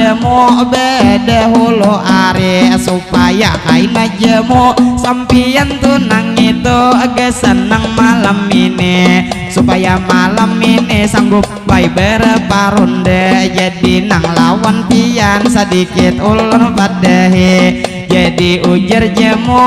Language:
Banjar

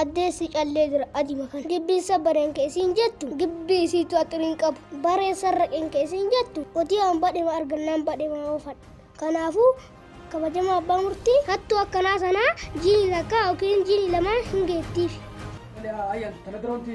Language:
Oromo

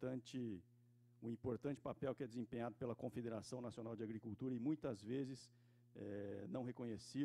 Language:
Portuguese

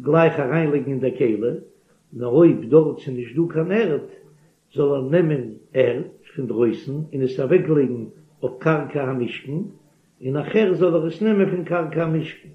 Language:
Yiddish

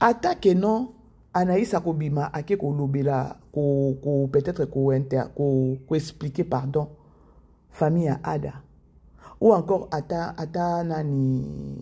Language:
Lingala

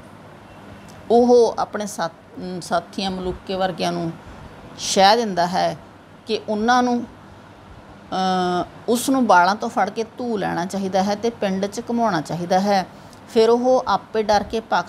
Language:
Punjabi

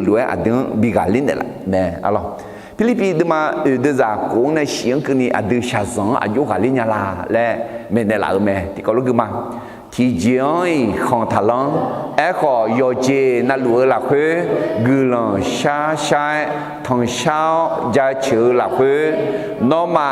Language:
Akha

